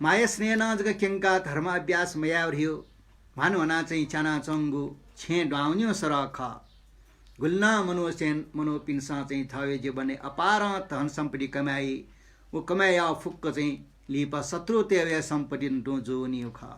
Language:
Newari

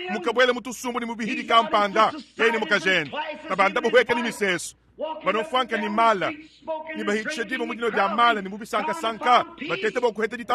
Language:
Luba-Lulua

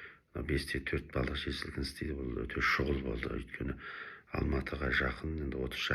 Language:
Kazakh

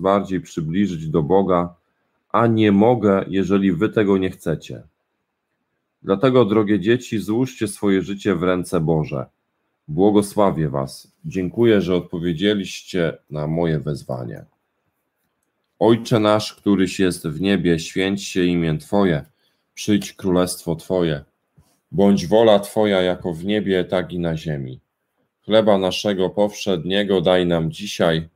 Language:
Polish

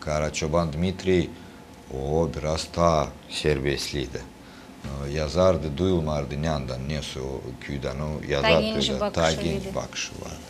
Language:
Gagauz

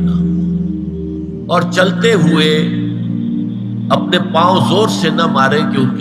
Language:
Urdu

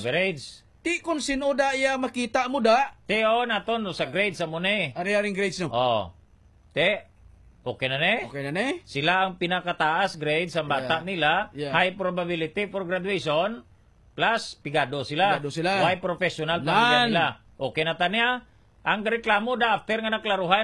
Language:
Hiligaynon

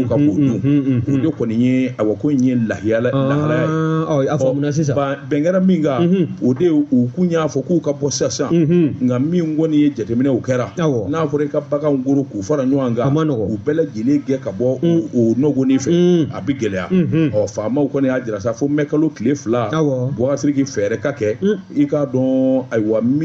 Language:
Bambara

